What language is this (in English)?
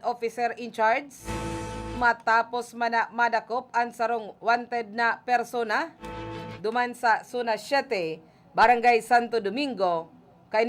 Bikol